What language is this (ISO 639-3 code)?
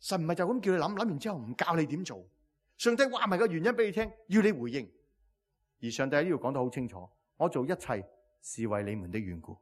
yue